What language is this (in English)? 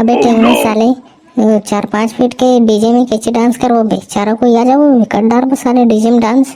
Chhattisgarhi